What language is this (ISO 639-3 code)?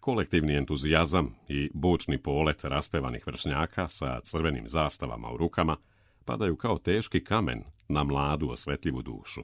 srp